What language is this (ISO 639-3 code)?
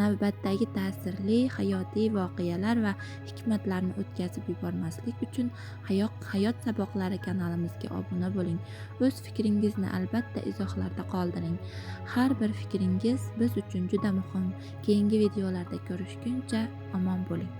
uzb